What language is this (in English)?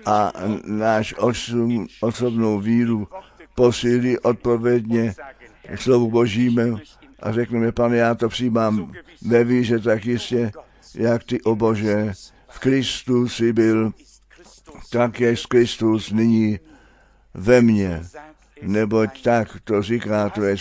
Czech